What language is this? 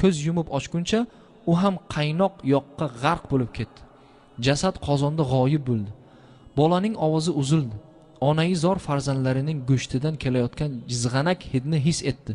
Uzbek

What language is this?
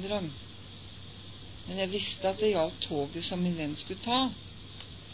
Norwegian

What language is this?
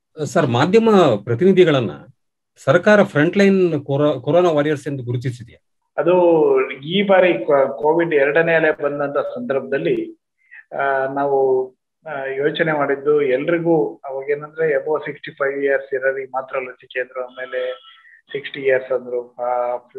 Kannada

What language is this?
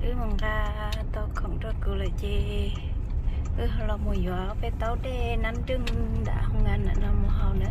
Hmong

